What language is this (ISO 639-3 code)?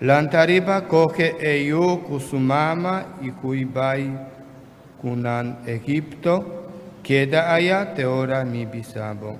pap